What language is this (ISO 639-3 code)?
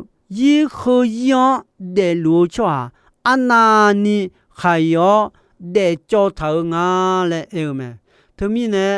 ahk